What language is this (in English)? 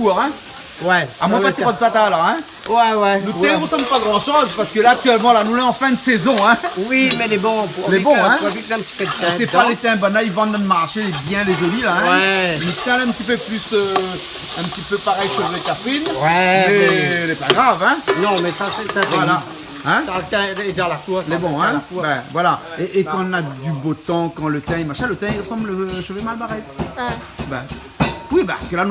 Réunion Creole French